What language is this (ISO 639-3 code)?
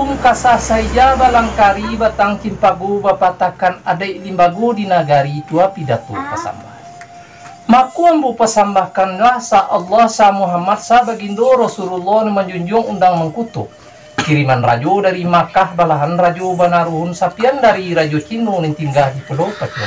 min